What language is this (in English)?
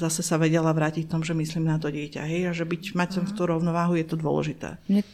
Slovak